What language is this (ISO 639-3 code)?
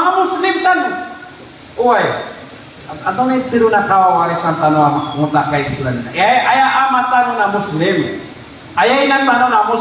mrw